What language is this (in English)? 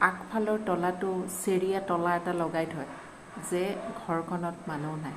Assamese